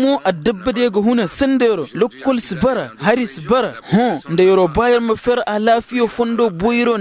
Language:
Koyraboro Senni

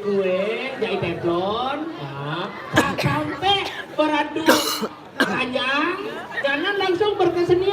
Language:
Balinese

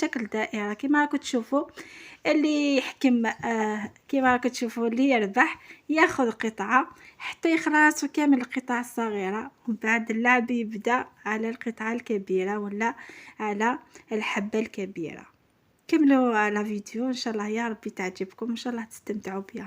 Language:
Algerian Arabic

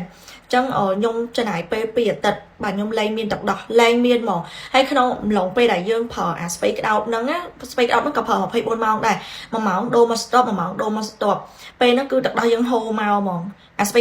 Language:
Khmer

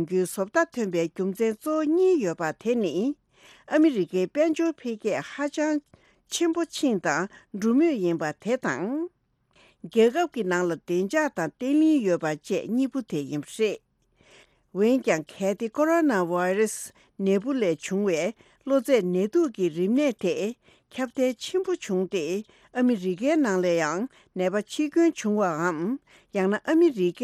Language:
Tibetan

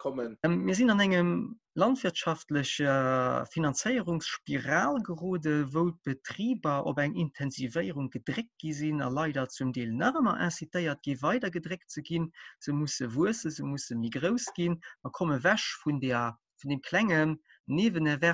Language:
Luxembourgish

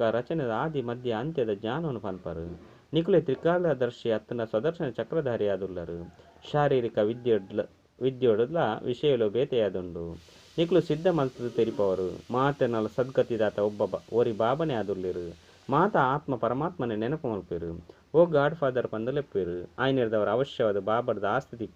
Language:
Tulu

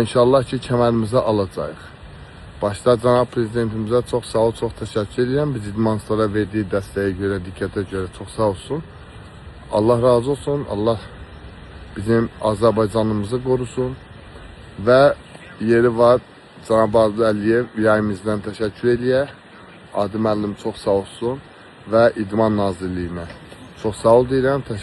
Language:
Azerbaijani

